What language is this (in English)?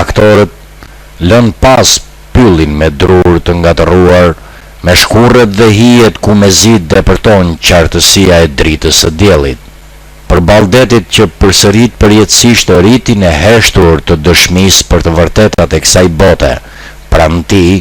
Albanian